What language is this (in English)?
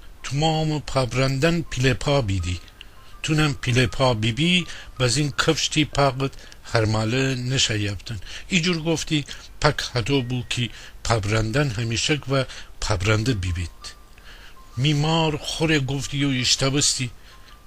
Gilaki